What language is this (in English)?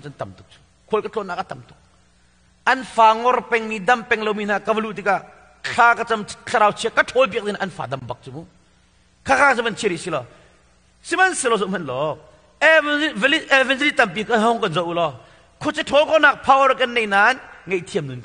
Hakha Chin